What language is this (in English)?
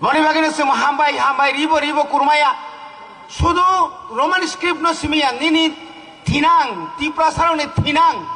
Kok Borok